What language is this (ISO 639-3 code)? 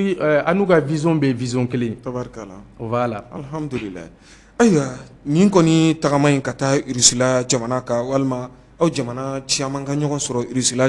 bam